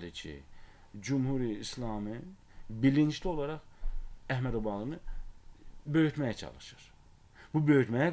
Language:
Azerbaijani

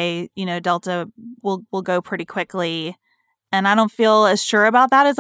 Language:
English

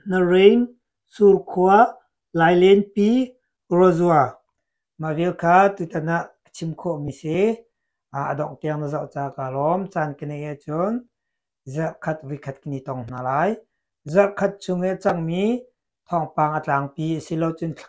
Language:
Hakha Chin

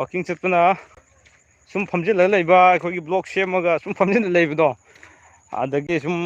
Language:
Manipuri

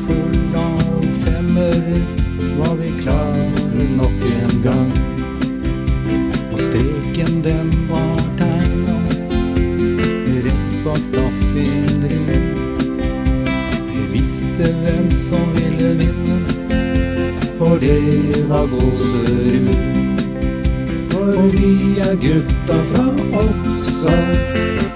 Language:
Norwegian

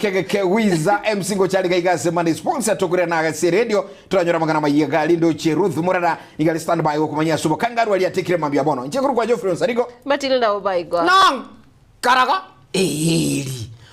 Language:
Gusii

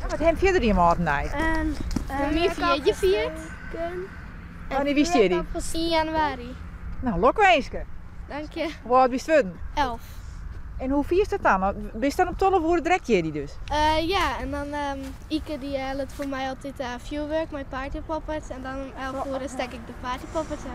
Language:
Western Frisian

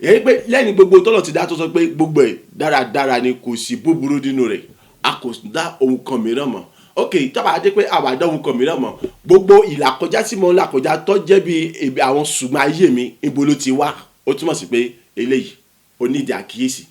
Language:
Yoruba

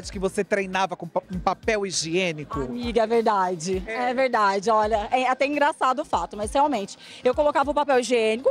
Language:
Portuguese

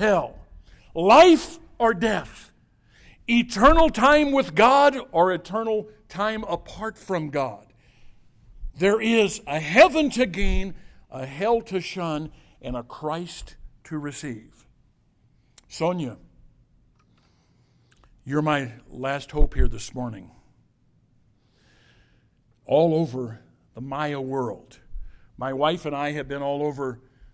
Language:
English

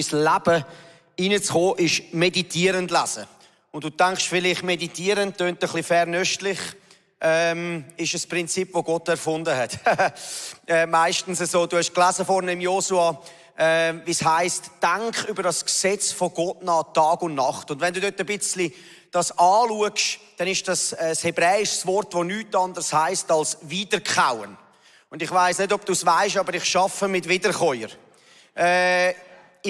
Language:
Swiss German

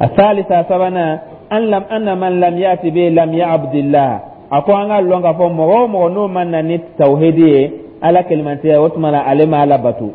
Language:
Dyula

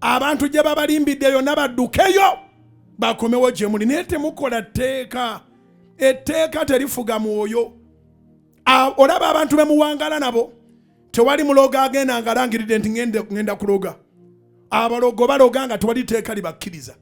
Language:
Ganda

